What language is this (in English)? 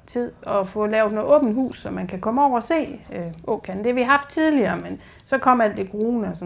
Danish